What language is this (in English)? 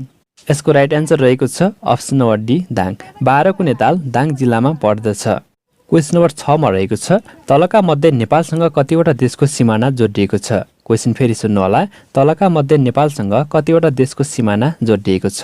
Nepali